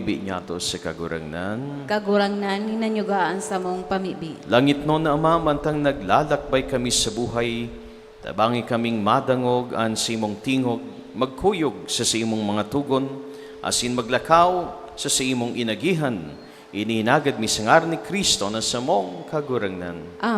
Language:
Bikol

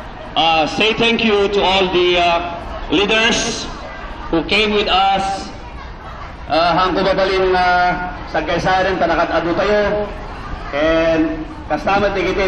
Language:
Iloko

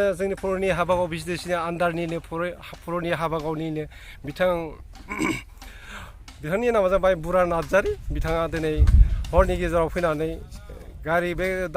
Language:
Bodo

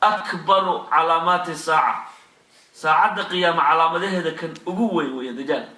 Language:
Somali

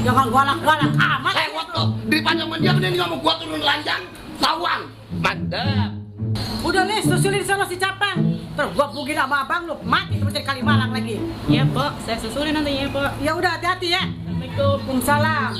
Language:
Betawi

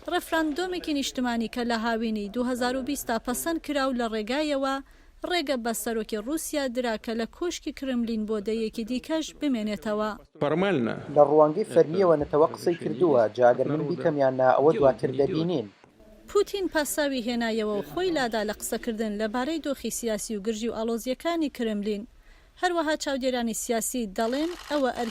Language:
Central Kurdish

